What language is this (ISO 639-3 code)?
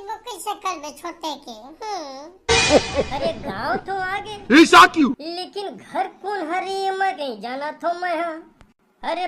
hne